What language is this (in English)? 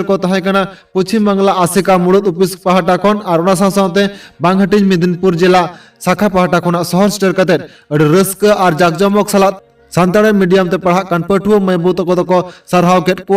Santali